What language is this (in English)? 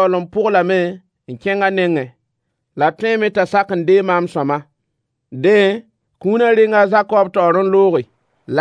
Mossi